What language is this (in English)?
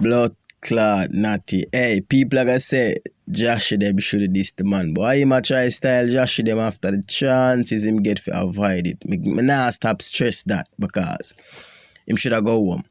Jamaican Creole English